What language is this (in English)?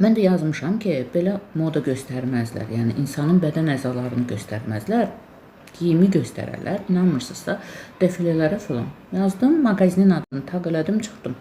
Azerbaijani